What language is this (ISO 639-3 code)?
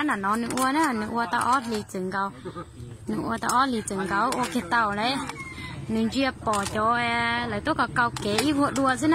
hmn